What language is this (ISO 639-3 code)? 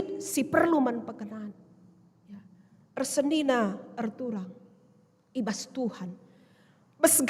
btx